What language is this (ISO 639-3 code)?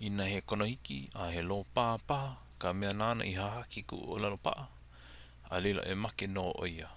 haw